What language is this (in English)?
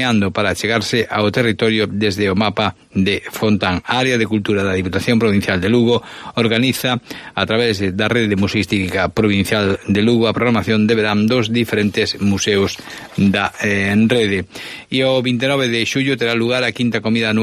Galician